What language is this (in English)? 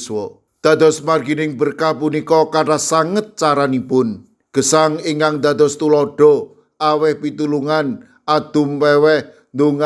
Javanese